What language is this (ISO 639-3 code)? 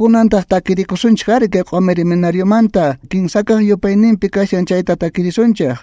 quh